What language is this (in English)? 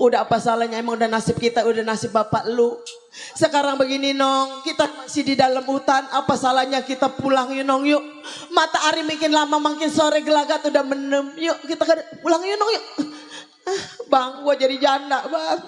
Betawi